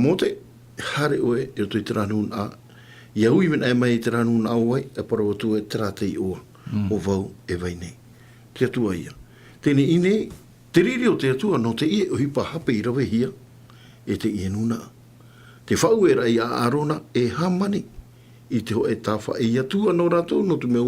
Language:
Tahitian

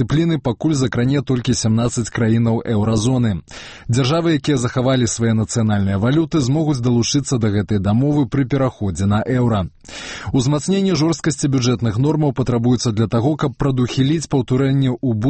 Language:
Belarusian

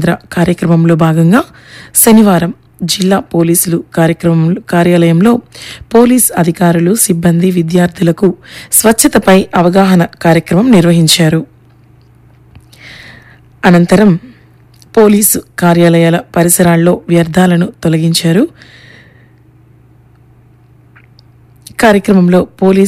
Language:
Telugu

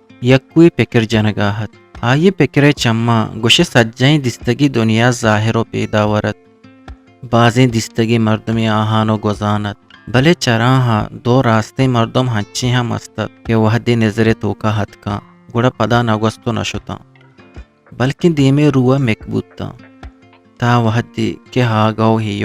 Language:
Eastern Balochi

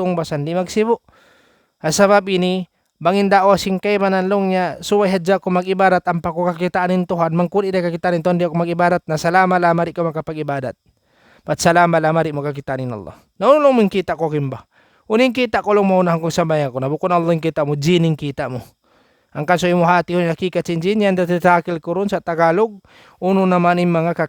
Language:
Tausug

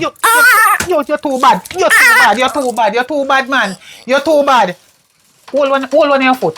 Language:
Jamaican Creole English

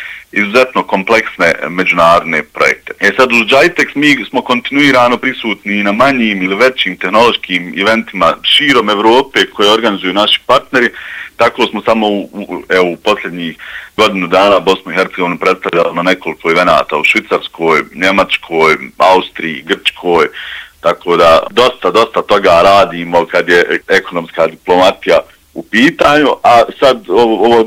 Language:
Bosnian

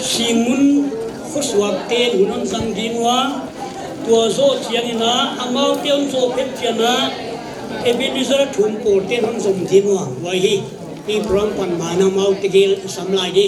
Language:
Paite Chin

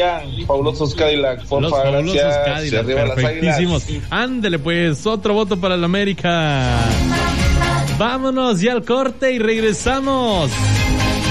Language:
Spanish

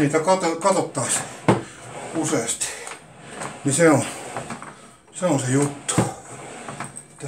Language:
Finnish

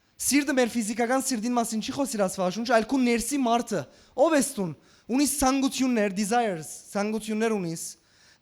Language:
Western Armenian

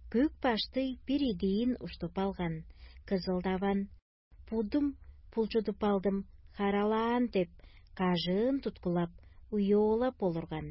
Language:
Tuvinian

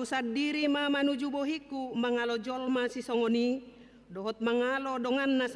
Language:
Batak Toba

